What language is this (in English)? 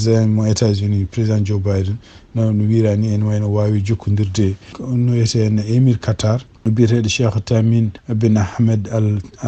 Fula